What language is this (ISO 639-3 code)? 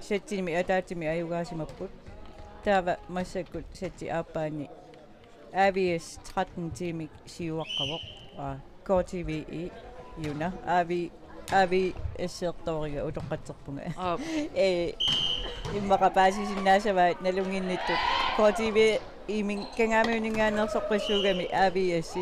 kal